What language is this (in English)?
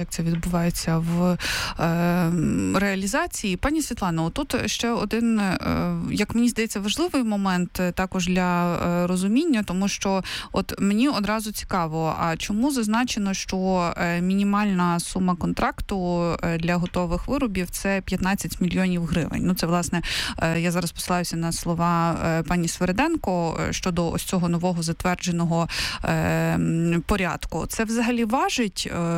Ukrainian